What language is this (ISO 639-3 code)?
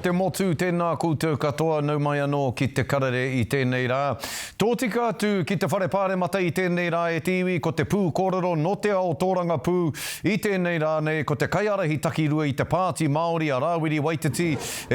mri